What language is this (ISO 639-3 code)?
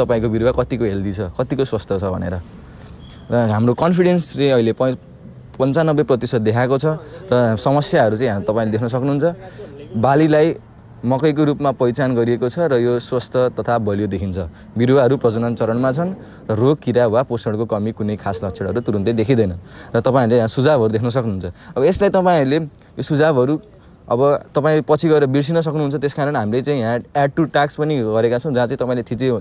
nep